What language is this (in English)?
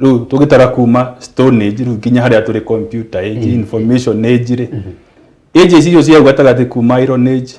Kikuyu